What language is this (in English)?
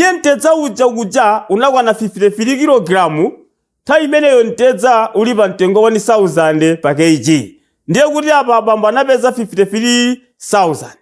Nyanja